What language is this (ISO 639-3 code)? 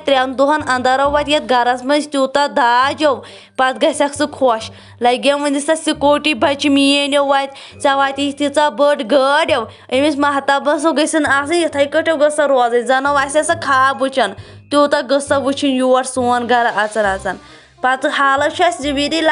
kas